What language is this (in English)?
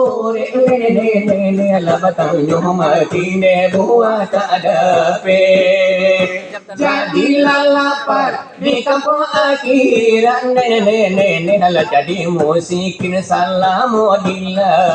Minangkabau